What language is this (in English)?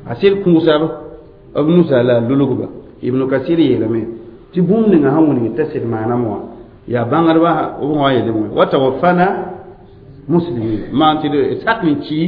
Mossi